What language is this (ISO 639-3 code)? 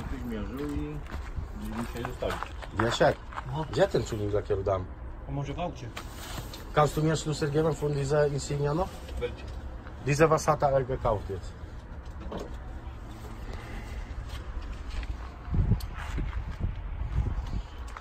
pol